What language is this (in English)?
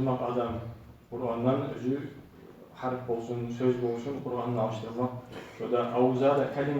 Kumyk